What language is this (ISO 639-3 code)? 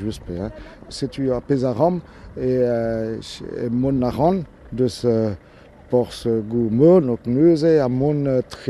bre